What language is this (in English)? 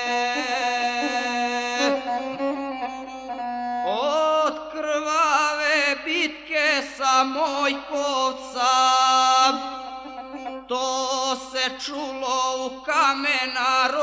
Serbian